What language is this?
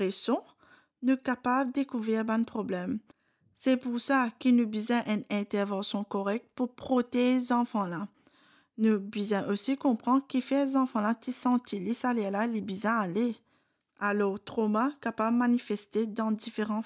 Morisyen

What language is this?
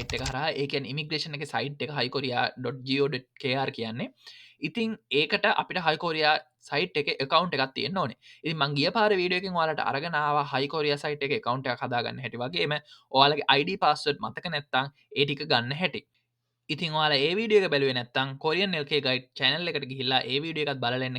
Sinhala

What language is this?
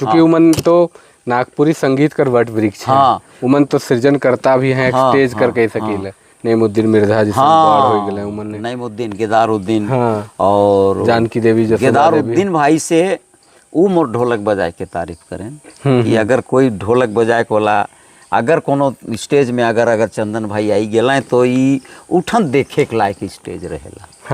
Sadri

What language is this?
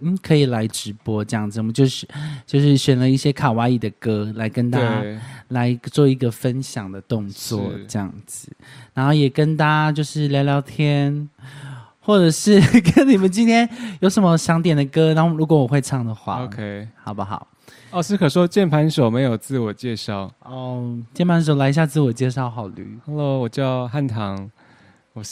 Chinese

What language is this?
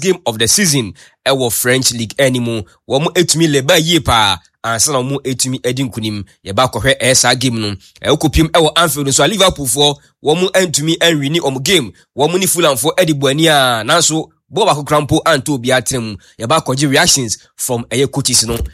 Akan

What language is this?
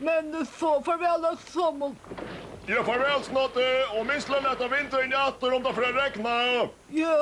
Faroese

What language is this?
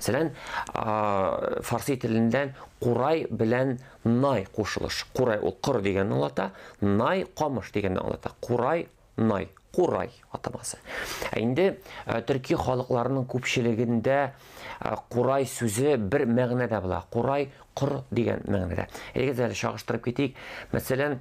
Tatar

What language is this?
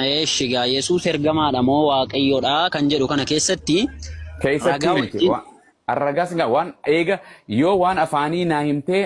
Oromo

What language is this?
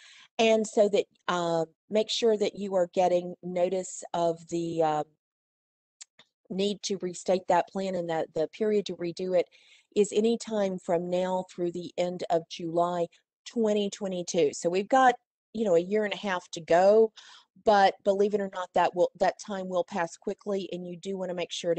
English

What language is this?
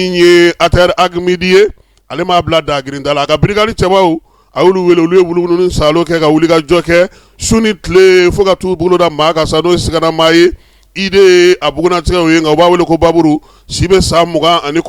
Bambara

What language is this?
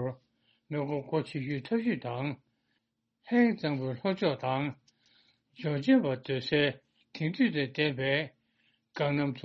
Tibetan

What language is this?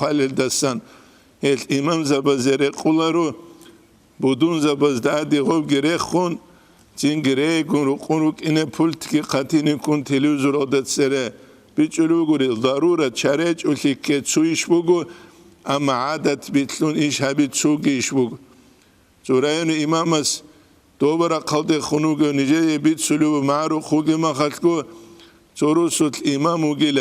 Avaric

